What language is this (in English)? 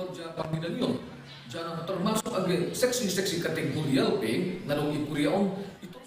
Batak Simalungun